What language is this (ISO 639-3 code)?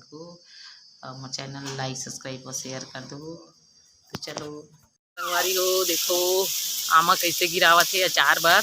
hne